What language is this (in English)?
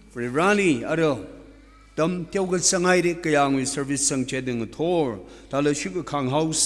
Tangkhul Naga (India)